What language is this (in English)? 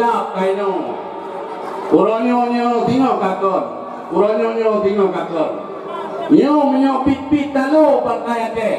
Achinese